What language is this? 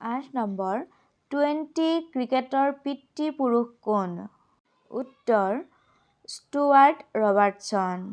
Assamese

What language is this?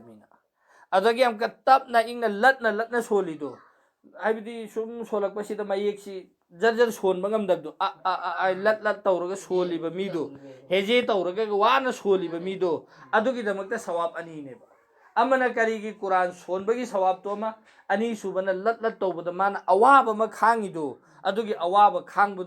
Manipuri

